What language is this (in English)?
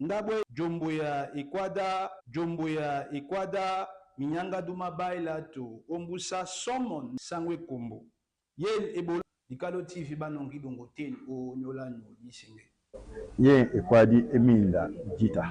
Duala